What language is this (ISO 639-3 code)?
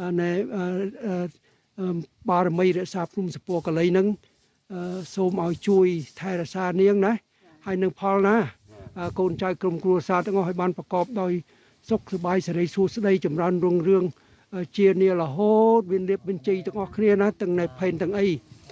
khm